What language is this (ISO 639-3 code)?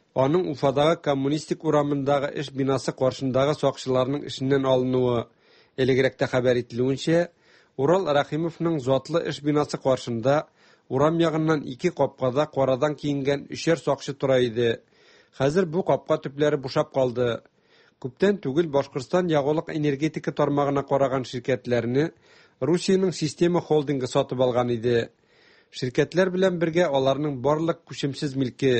tat